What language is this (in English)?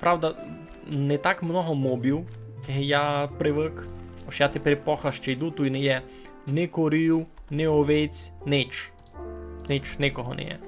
Rusyn